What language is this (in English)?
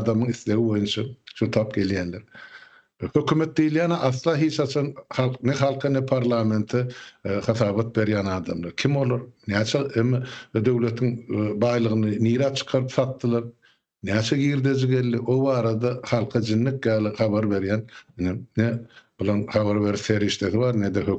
Turkmen